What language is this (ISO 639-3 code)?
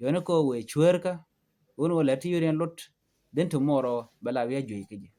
nus